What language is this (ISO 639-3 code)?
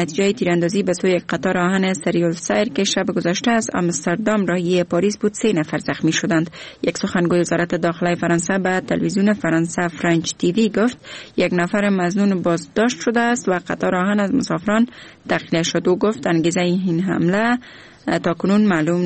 fas